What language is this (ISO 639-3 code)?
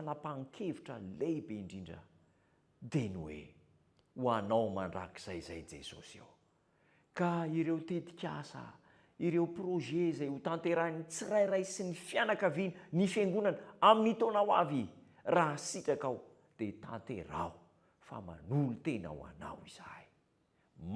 mlg